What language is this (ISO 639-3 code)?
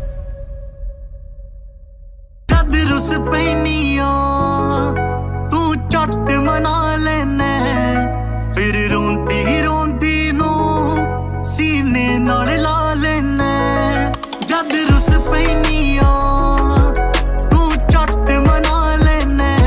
pan